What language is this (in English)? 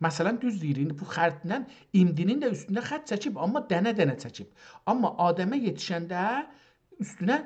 South Azerbaijani